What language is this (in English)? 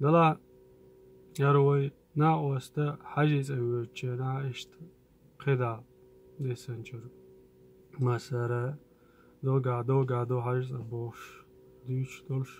Chechen